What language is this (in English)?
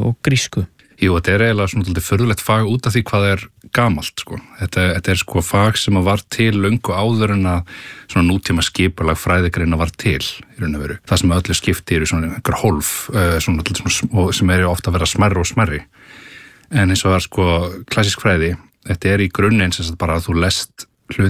Icelandic